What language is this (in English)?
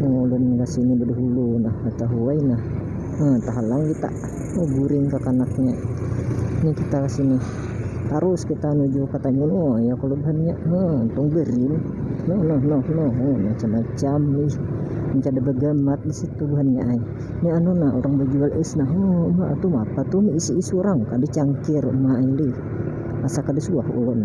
Banjar